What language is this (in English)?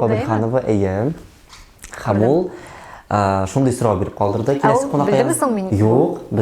Tatar